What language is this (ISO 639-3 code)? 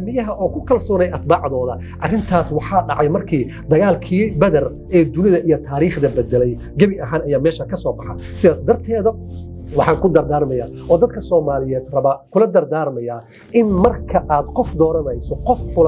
som